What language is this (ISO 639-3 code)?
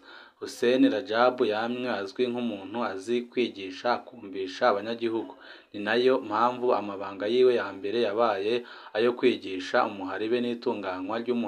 run